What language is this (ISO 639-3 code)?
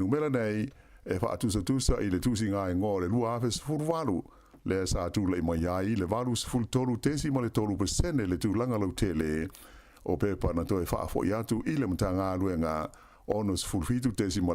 smo